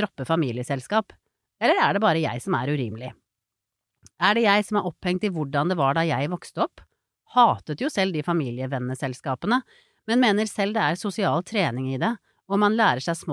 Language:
Norwegian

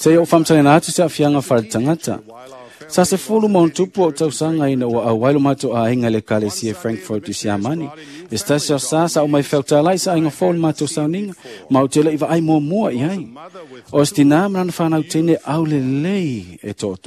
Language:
Samoan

